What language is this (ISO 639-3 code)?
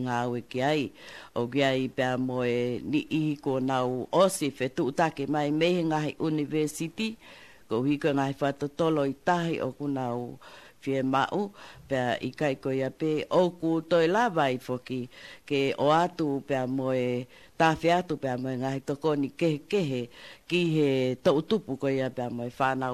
ton